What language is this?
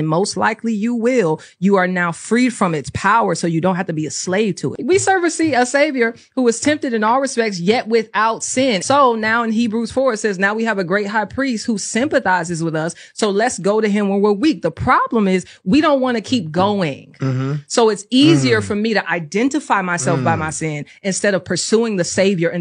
English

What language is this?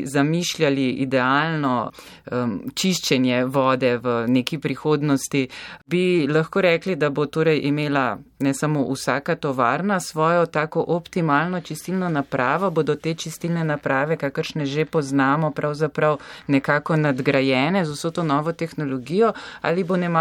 Slovenian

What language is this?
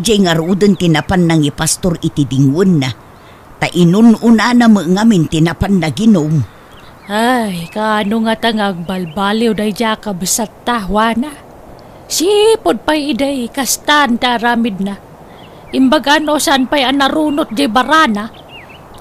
Iloko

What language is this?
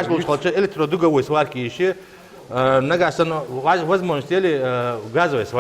Ingush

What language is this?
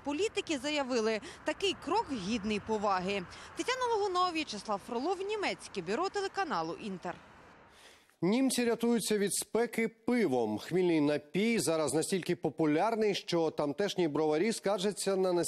Ukrainian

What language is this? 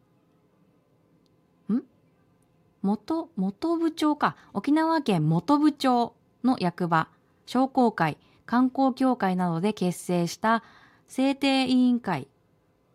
Japanese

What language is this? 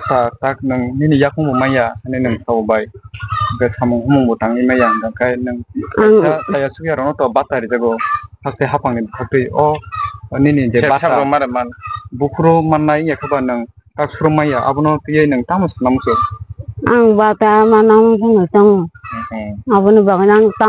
Kok Borok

